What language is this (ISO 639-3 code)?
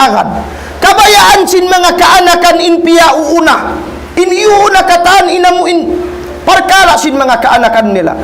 tsg